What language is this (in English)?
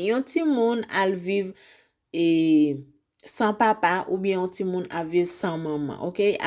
Haitian Creole